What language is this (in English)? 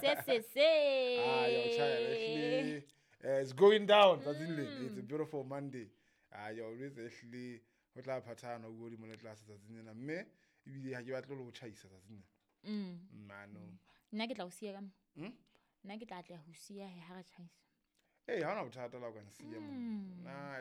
Southern Sotho